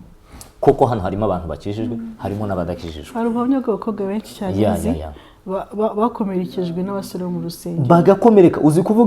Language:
Kinyarwanda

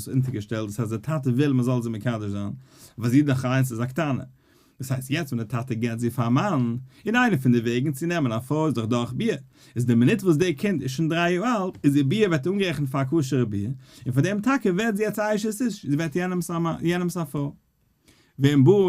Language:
Yiddish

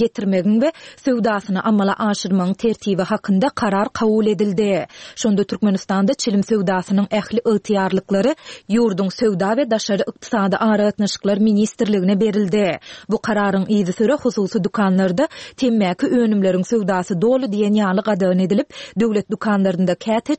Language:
Turkmen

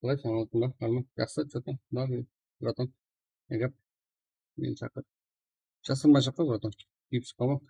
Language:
Kara-Kalpak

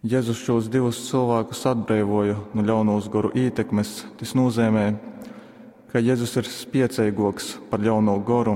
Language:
Latgalian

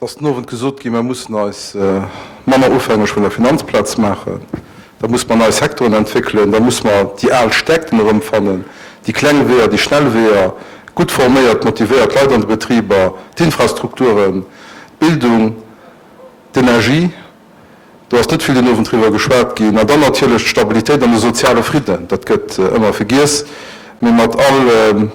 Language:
Luxembourgish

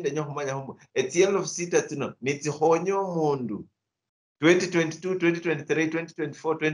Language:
Luyia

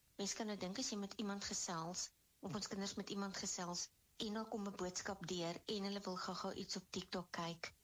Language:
Afrikaans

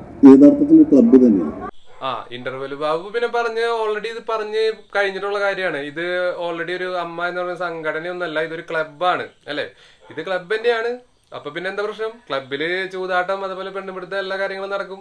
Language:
Malayalam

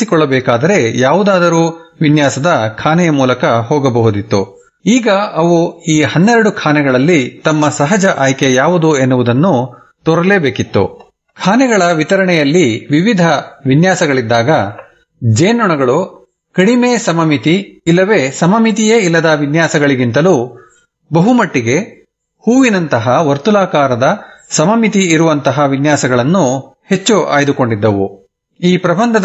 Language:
Kannada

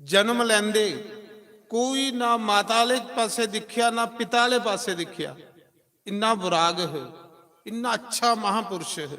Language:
Dogri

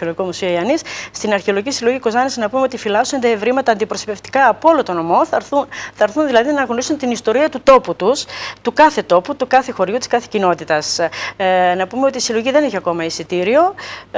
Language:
Greek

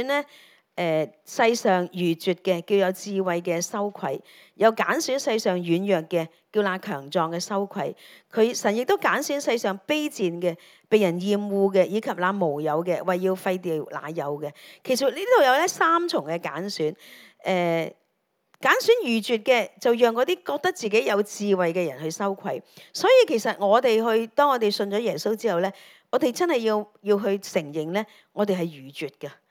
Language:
Cantonese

